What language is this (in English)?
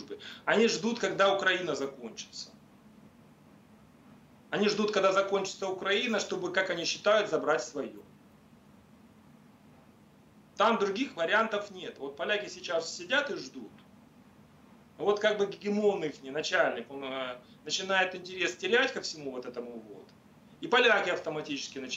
Russian